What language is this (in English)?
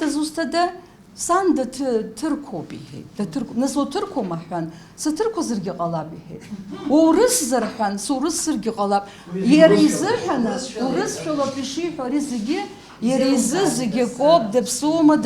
Abkhazian